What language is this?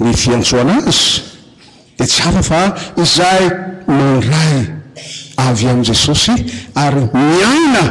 Malagasy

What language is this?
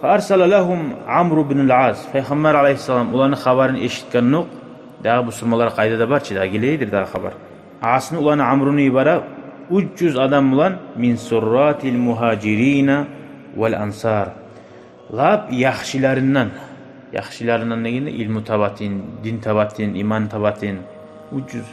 Kumyk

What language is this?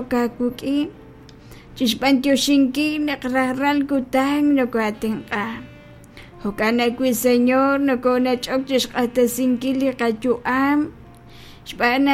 Kekchí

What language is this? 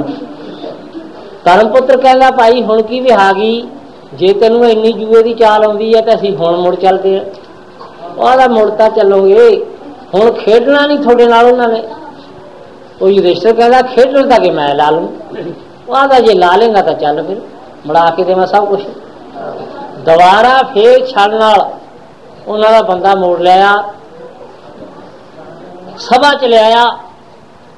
Punjabi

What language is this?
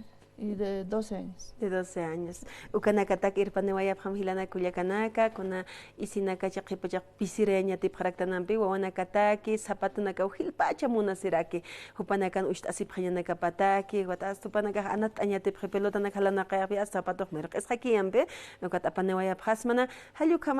Aymara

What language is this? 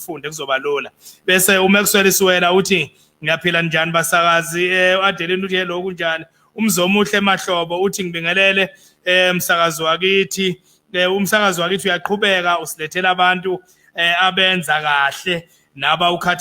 Zulu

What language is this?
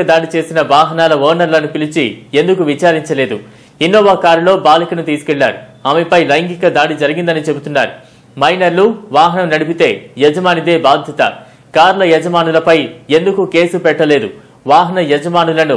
Telugu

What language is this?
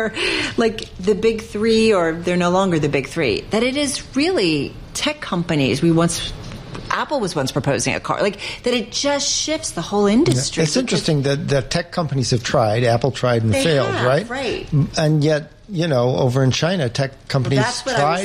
English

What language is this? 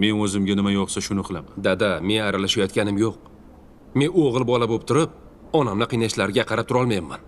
Uzbek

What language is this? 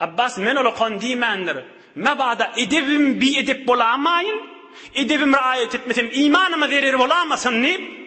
Turkmen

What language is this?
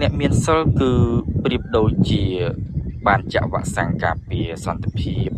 Khmer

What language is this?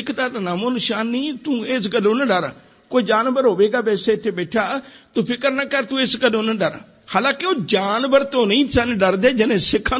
Punjabi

